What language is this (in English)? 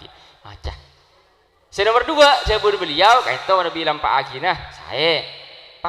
Madurese